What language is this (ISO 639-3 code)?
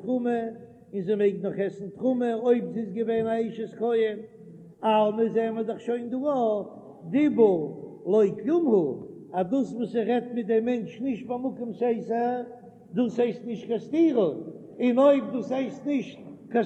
yid